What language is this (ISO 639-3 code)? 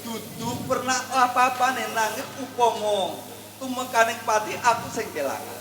jav